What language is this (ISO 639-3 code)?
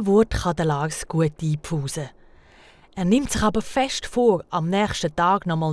gsw